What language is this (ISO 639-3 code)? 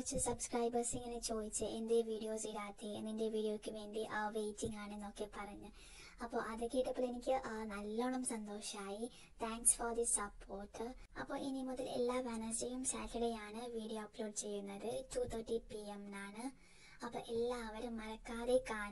mal